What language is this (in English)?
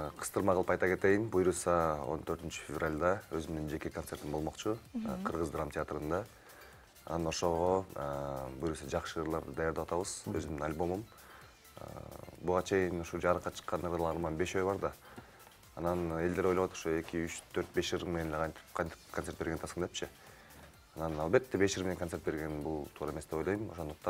Kyrgyz